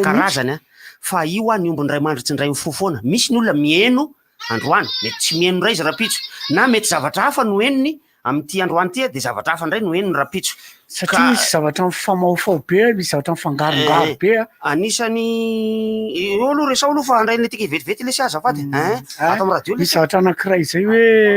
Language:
Malagasy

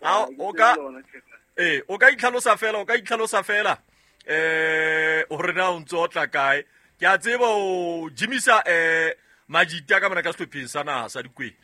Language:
Southern Sotho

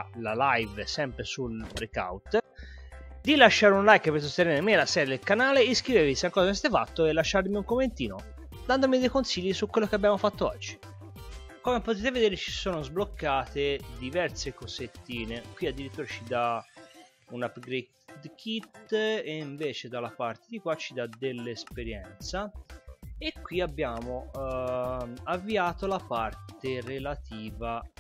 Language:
Italian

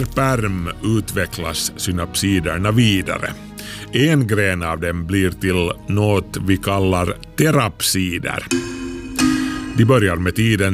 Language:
Swedish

